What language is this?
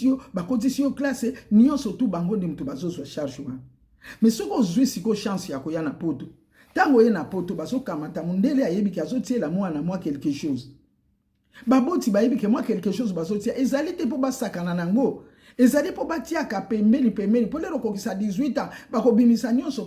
Lingala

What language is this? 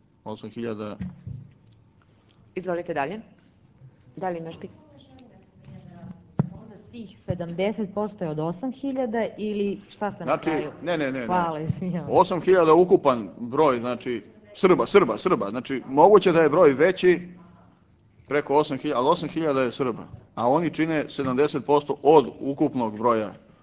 Serbian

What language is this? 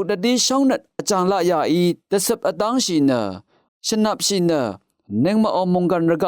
Rawang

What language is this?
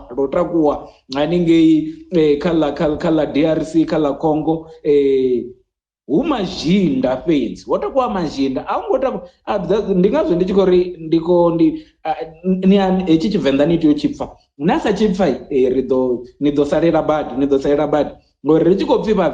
Venda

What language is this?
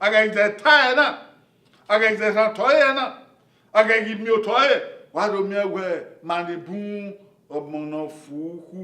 Bini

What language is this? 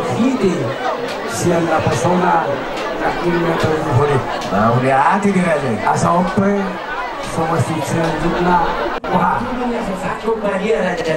Batak Toba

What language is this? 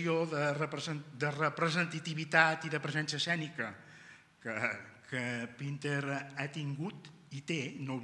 Catalan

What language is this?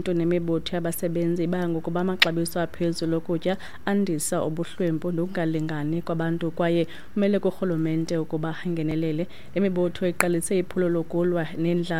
Xhosa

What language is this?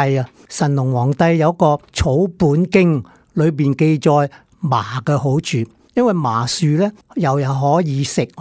Cantonese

